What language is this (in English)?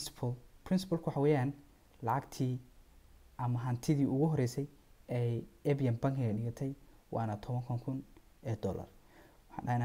Somali